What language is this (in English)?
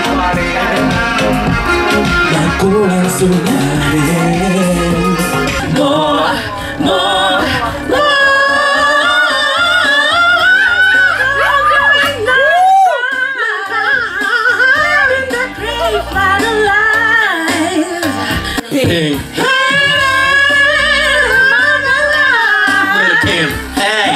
Finnish